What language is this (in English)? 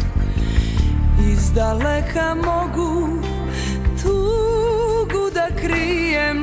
Serbian